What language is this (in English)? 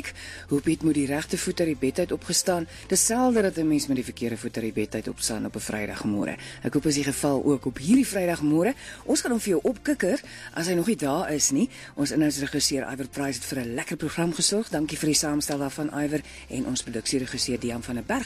Afrikaans